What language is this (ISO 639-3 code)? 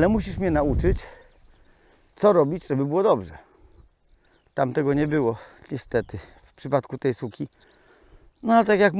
pol